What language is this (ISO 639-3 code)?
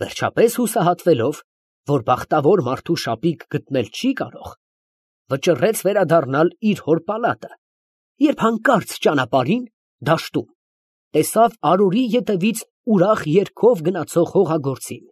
hye